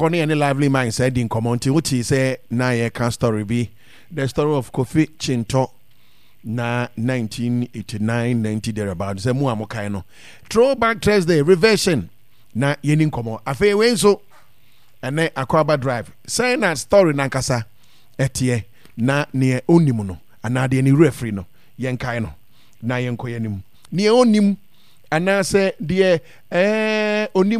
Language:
Akan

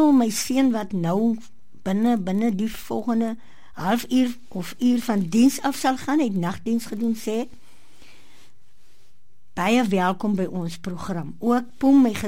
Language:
Afrikaans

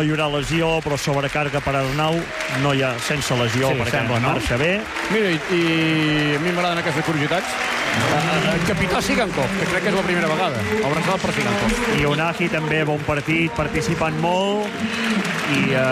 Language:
Catalan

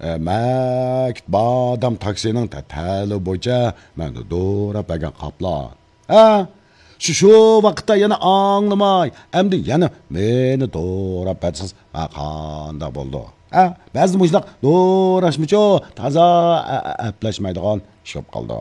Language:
Uyghur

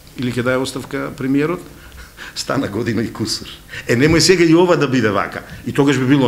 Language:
Macedonian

